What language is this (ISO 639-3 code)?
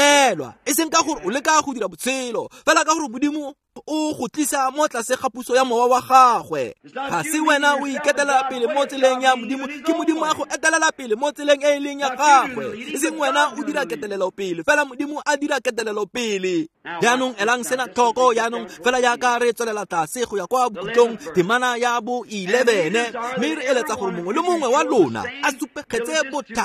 tsn